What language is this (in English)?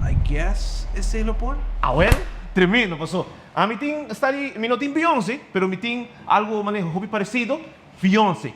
Papiamento